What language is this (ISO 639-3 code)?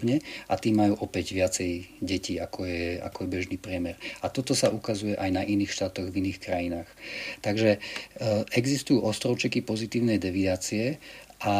slk